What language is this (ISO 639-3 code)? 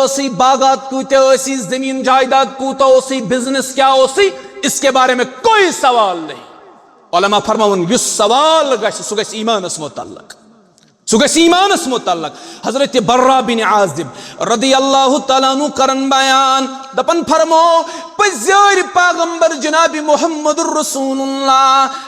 kas